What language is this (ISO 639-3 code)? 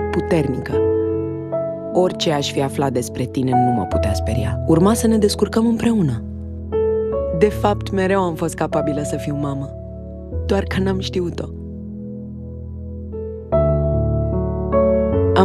ron